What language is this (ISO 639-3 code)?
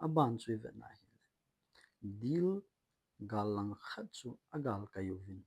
tcz